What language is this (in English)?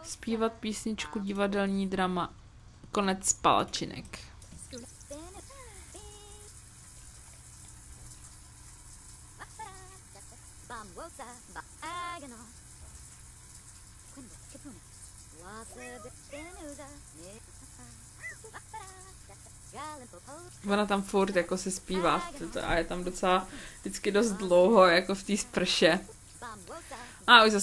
Czech